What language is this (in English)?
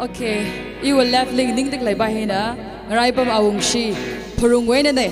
Tangkhul Naga (India)